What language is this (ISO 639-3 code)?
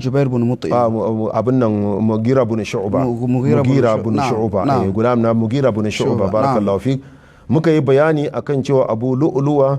hau